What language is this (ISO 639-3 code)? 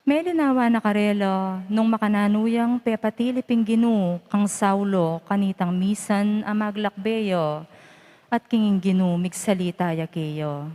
pam